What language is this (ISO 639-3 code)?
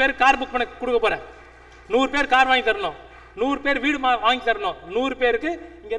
tam